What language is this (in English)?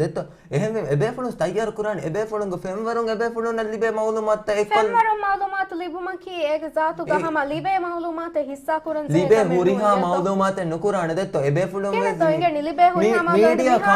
Divehi